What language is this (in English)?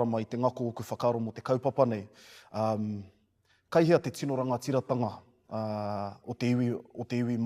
Māori